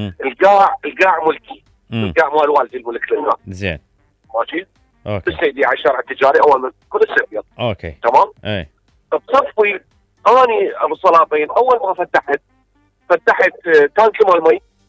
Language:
Mesopotamian Arabic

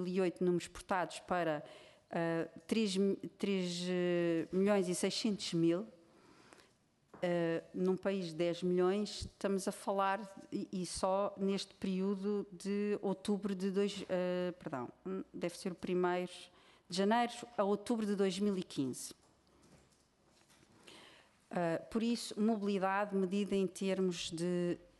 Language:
Portuguese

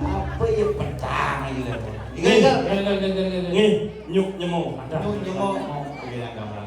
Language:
Balinese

